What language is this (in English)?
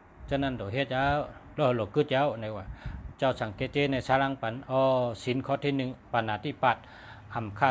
Shan